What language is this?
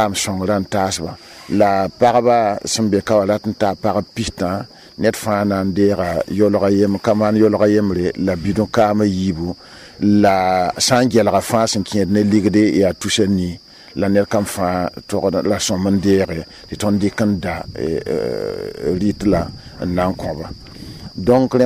Mossi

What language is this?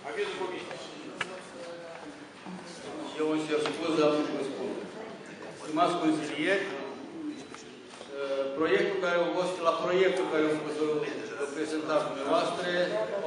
Romanian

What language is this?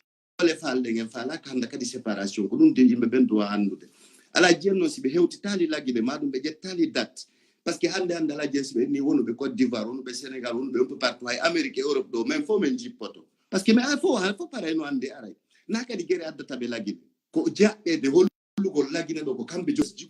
Fula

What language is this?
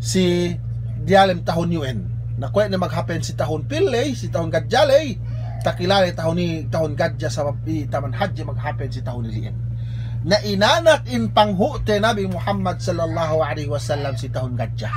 Yakan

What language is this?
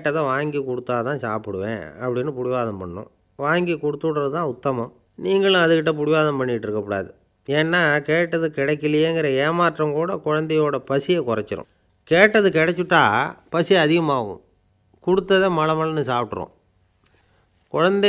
Tamil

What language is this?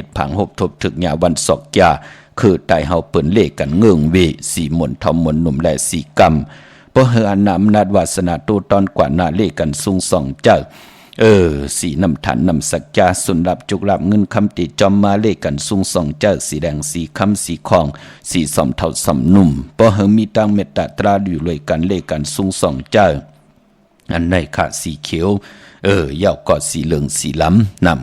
Shan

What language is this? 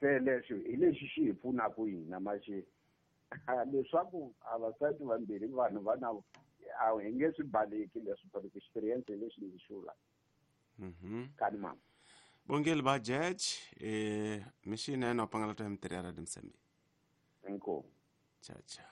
Tsonga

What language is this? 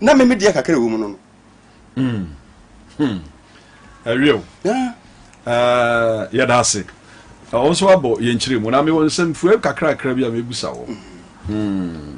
Akan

